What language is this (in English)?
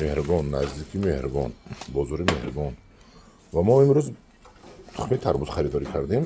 Tajik